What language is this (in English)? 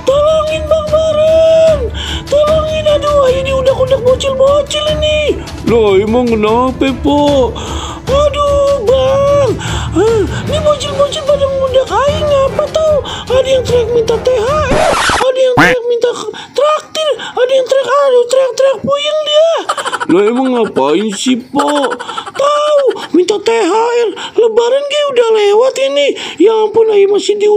Betawi